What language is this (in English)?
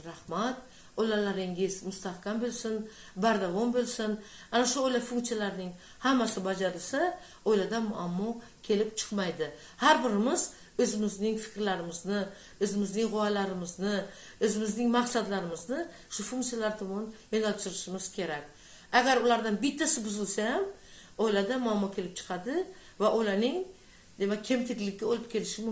Uzbek